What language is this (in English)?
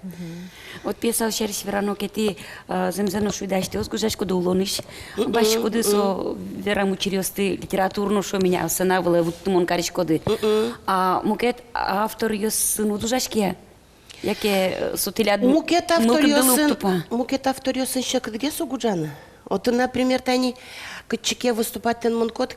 Udmurt